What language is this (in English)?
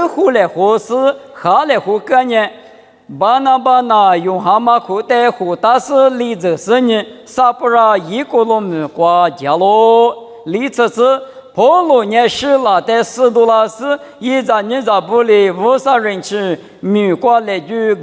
Lisu